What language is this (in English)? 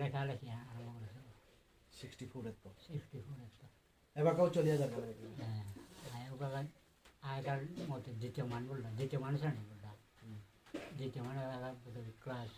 Bishnupriya